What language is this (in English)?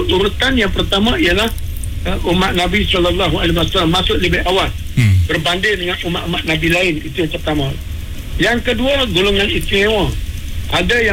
Malay